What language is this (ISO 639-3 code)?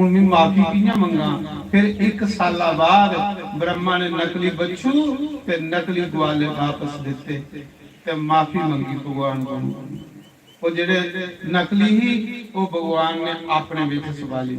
doi